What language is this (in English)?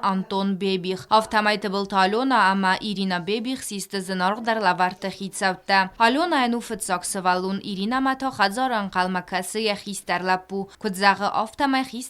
Ossetic